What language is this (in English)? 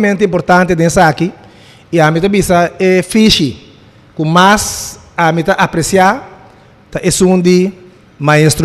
Papiamento